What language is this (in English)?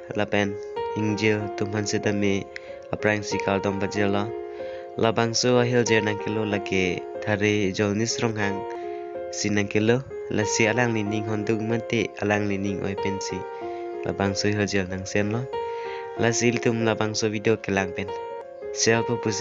Karbi